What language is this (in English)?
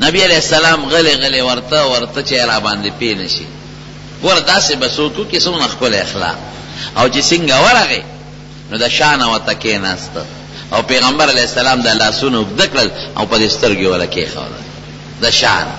Pashto